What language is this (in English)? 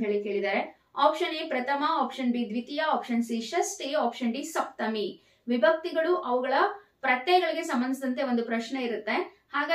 Kannada